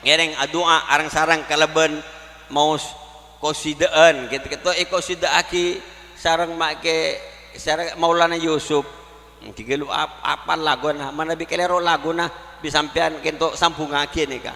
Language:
Madurese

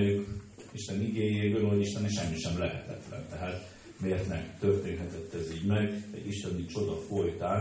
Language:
Hungarian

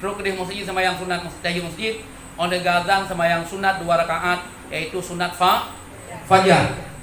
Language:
Achinese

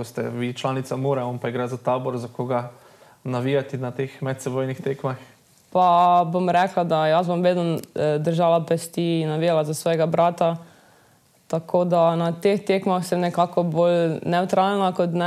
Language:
Slovenian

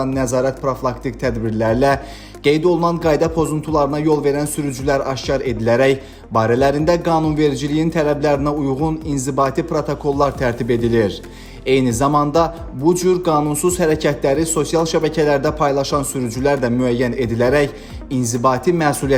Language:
Azerbaijani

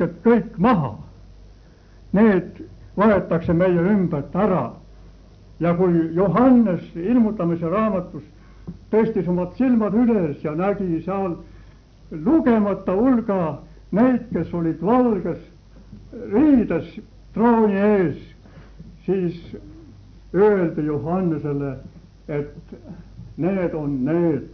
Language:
Estonian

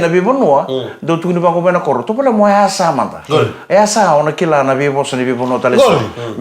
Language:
Fijian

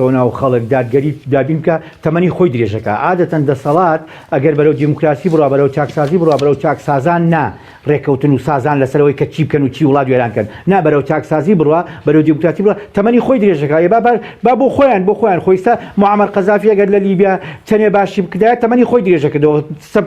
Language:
Central Kurdish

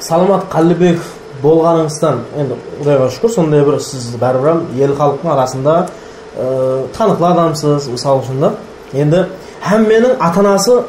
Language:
Kara-Kalpak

